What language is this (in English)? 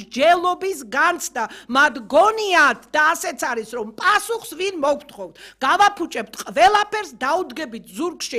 Georgian